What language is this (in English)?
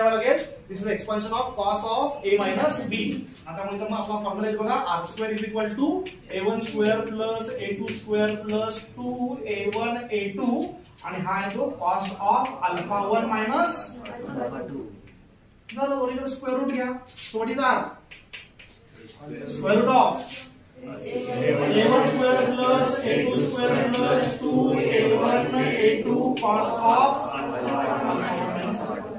Marathi